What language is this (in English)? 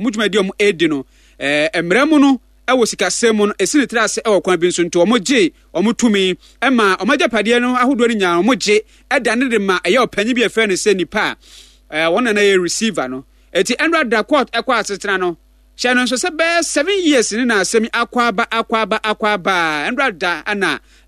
Akan